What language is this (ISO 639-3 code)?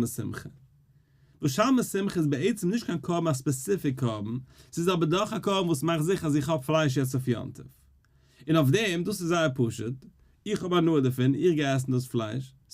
yid